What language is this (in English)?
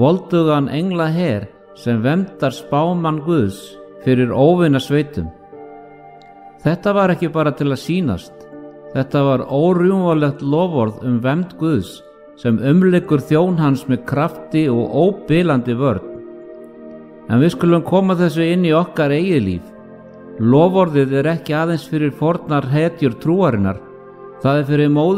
Icelandic